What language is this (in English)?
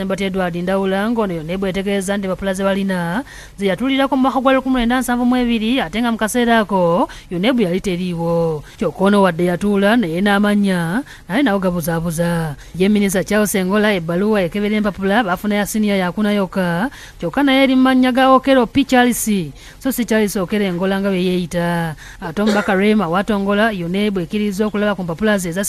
Ganda